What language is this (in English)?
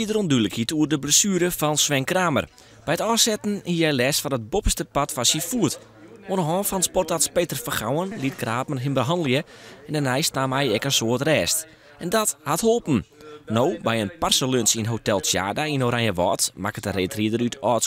Western Frisian